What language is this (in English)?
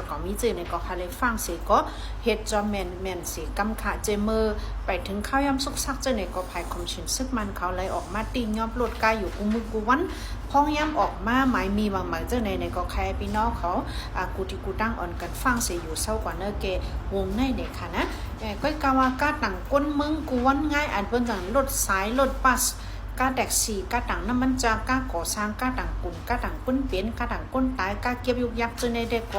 Shan